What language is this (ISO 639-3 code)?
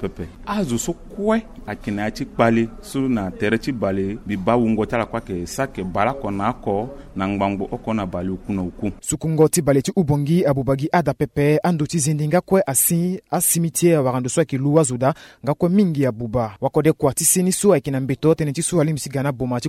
sag